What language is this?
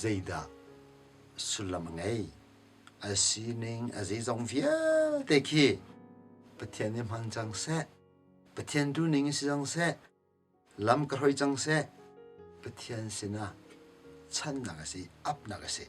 Hakha Chin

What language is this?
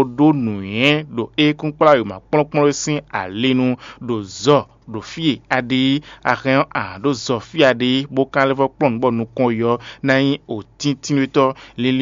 Fon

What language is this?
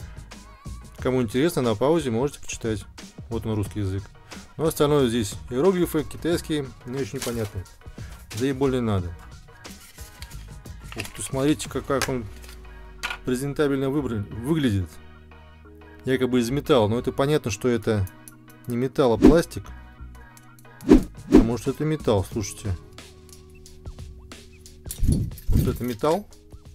Russian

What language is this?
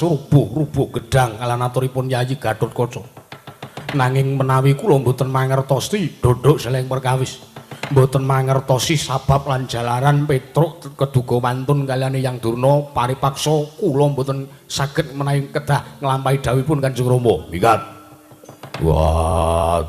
Javanese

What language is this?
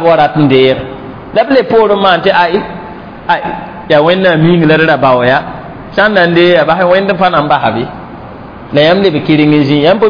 Mossi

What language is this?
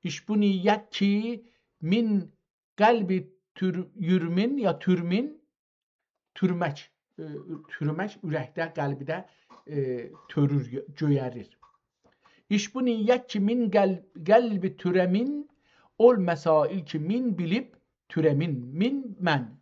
South Azerbaijani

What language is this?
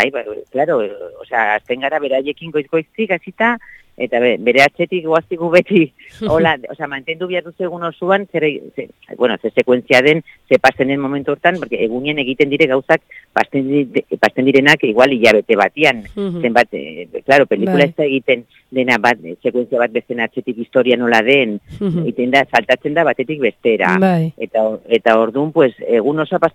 Basque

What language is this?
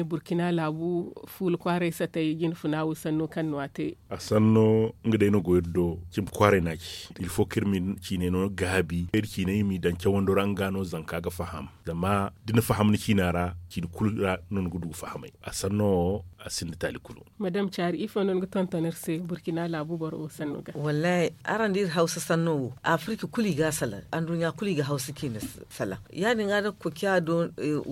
Zarma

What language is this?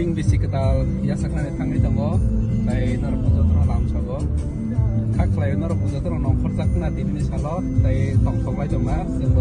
Kok Borok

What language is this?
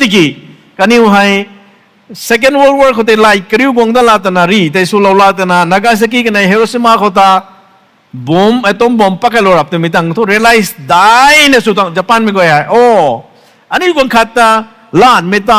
Rongmei Naga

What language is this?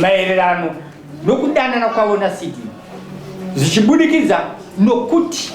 Shona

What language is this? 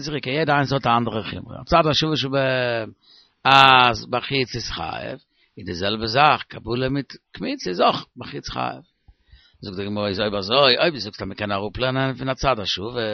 Yiddish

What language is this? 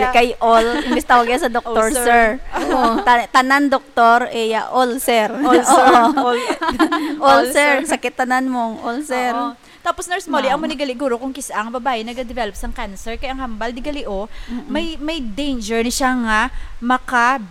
Hiligaynon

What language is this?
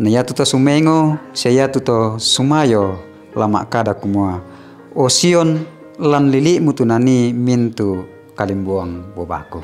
Toraja-Sa'dan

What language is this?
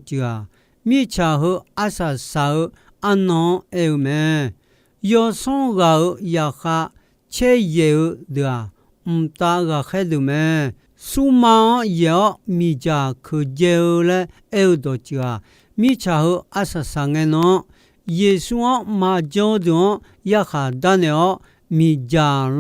Akha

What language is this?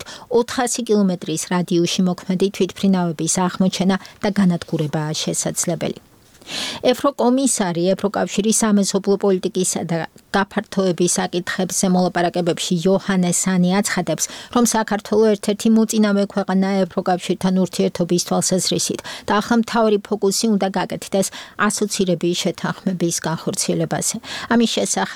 Georgian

